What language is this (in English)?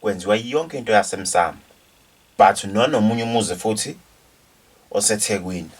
Zulu